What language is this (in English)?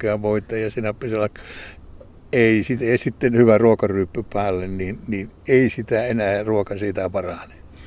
Finnish